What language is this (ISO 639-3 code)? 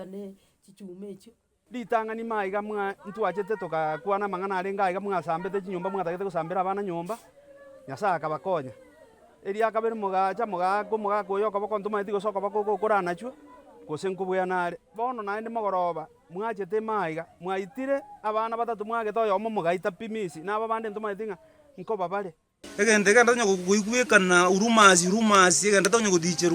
guz